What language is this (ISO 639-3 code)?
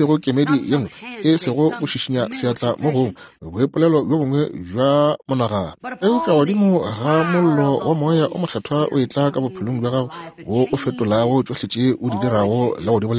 nso